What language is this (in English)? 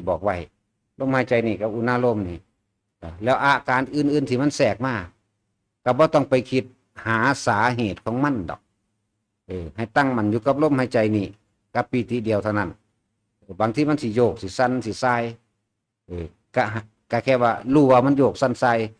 Northeastern Thai